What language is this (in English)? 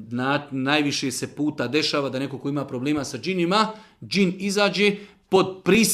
Serbian